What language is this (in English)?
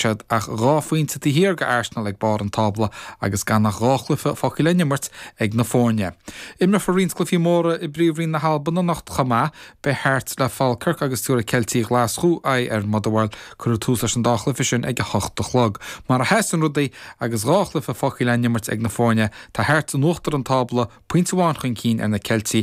Irish